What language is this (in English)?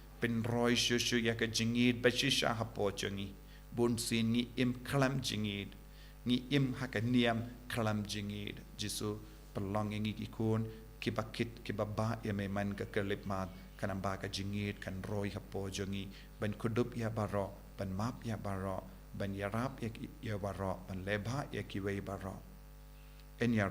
Khasi